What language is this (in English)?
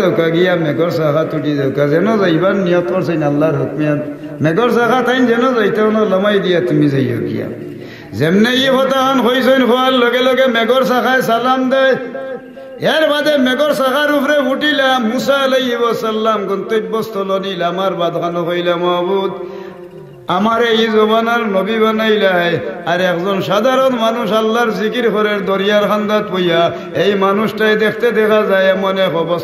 Sylheti